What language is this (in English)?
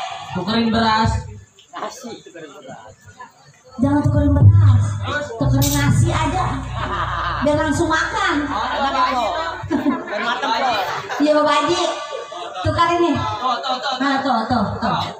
Betawi